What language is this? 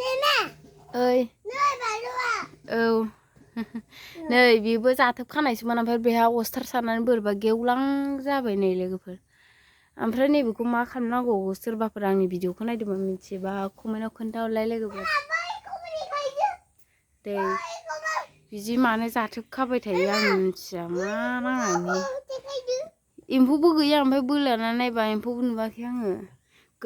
Bodo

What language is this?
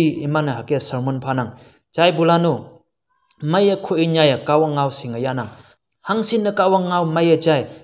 Konyak Naga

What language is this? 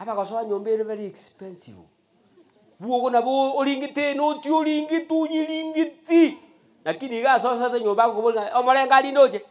Gusii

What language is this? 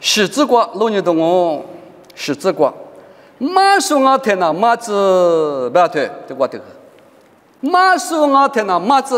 Lisu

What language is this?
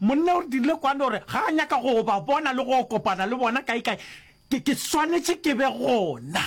Northern Sotho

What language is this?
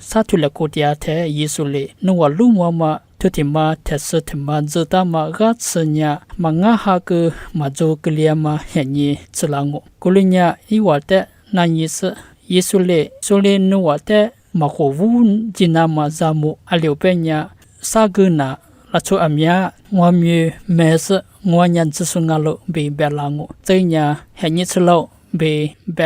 Lisu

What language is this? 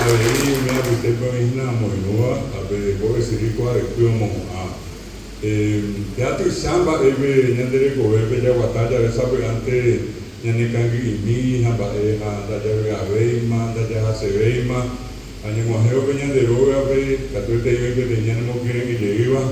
Guarani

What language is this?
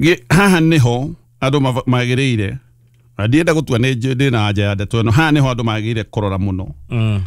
Kikuyu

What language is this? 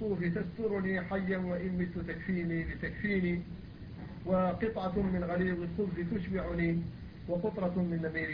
Arabic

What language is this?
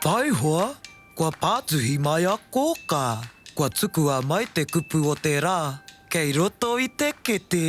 Māori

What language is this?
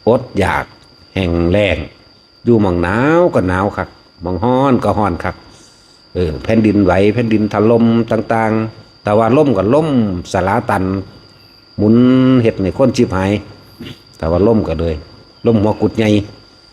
Northeastern Thai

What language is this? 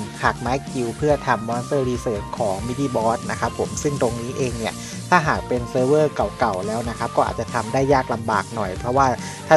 Thai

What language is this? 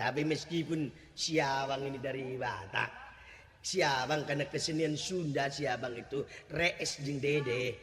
Sundanese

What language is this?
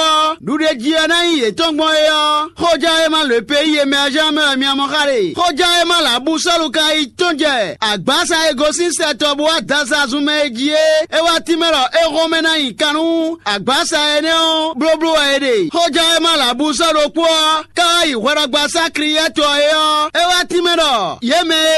Fon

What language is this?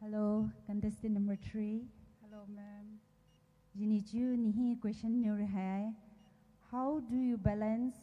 Poumei Naga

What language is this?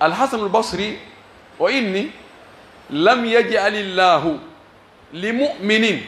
Pular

